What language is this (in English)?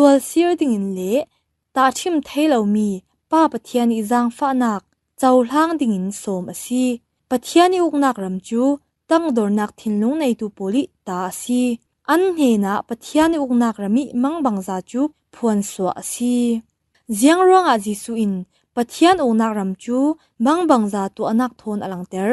Falam Chin